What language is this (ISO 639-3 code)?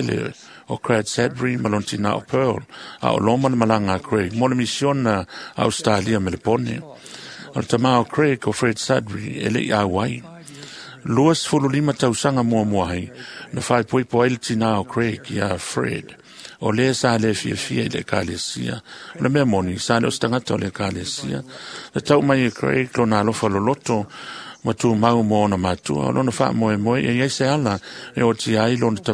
smo